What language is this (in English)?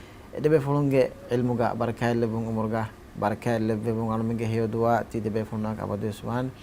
Divehi